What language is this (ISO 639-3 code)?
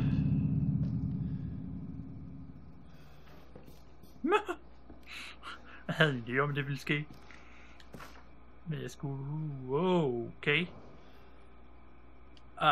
dan